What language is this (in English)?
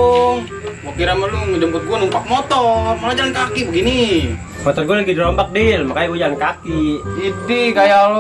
Betawi